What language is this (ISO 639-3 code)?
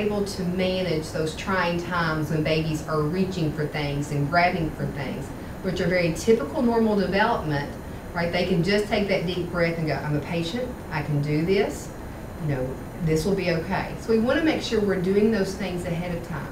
eng